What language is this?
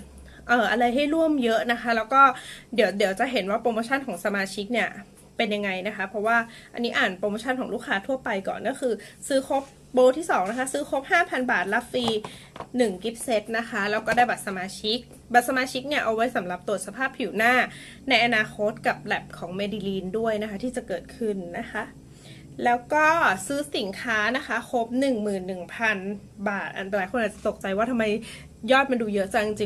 Thai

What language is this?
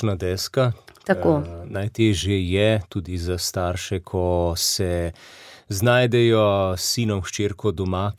Slovenian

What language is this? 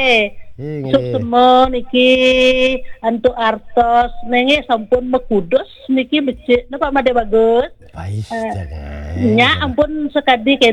Balinese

